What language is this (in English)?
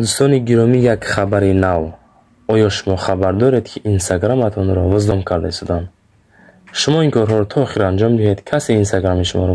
Tajik